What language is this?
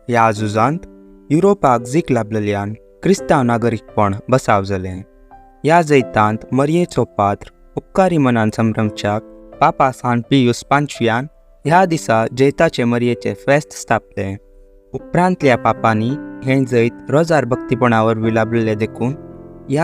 Konkani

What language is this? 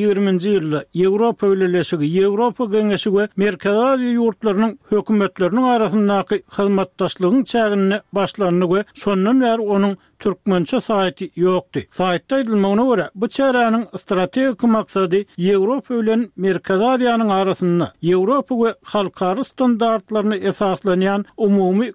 Turkmen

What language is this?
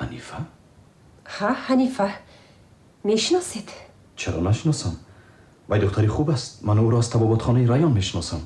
Tajik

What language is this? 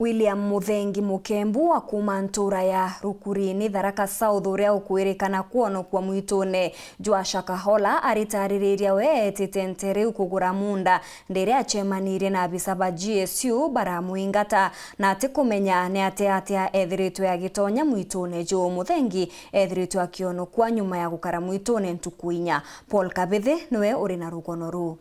Meru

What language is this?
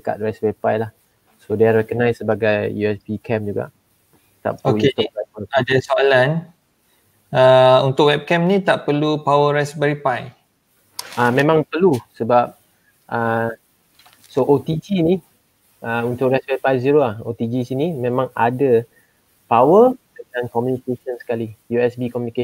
Malay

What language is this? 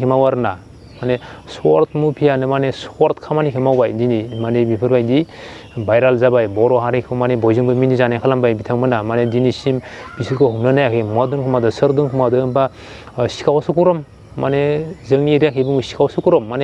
Bodo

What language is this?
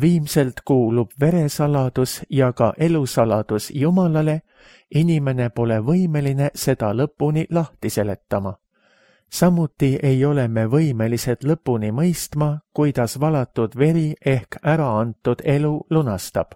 Estonian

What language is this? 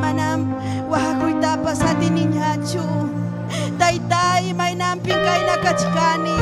Ayacucho Quechua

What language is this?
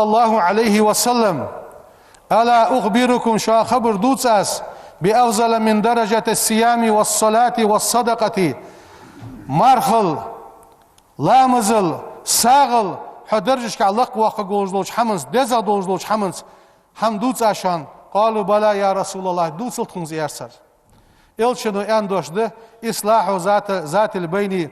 Ingush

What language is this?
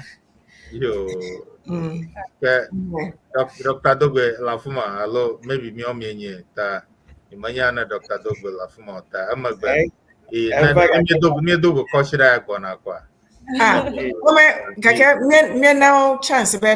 Ewe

